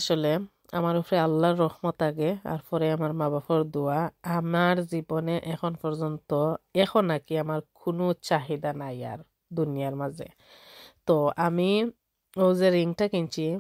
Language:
Sylheti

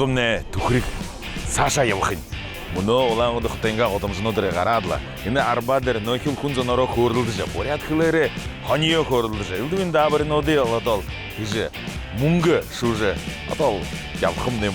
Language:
Buriat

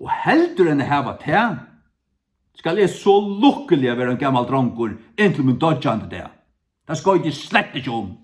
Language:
Faroese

